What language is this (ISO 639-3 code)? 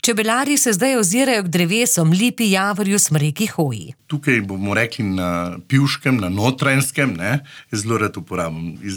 slv